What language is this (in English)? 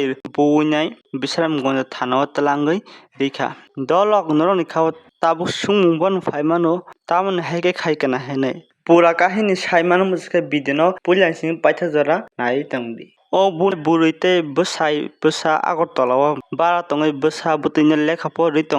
Kok Borok